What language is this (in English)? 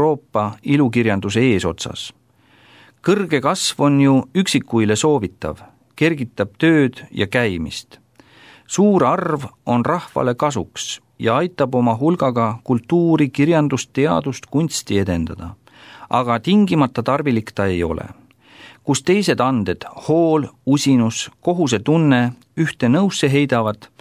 Estonian